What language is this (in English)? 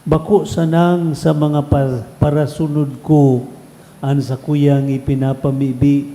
Bikol